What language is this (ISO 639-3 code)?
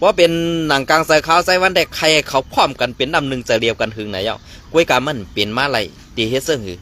shn